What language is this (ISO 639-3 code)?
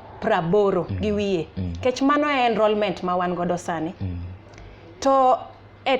luo